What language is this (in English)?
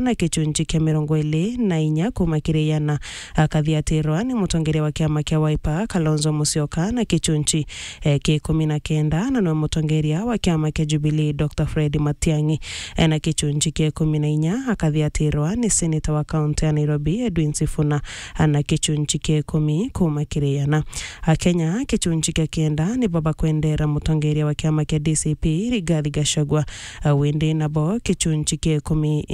Meru